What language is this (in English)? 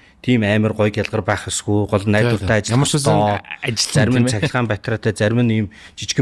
Mongolian